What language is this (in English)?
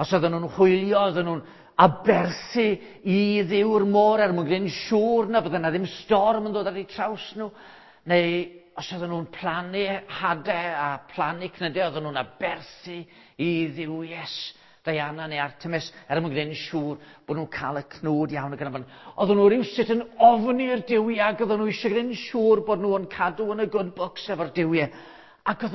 Welsh